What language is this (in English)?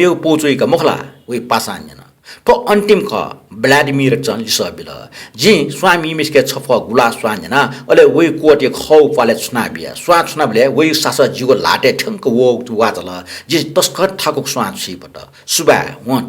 Newari